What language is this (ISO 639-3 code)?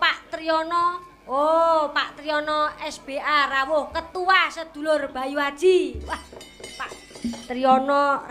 jav